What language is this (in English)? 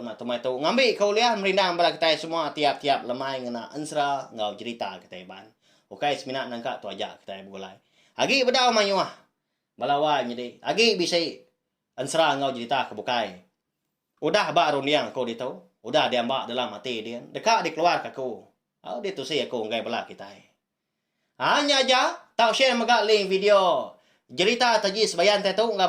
Iban